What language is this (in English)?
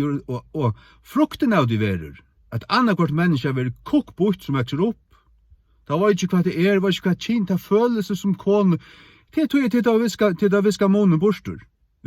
Faroese